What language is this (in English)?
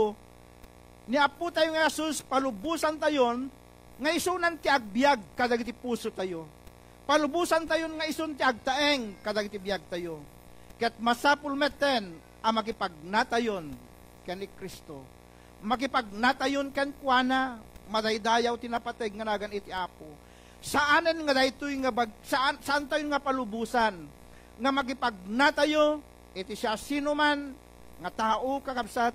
Iloko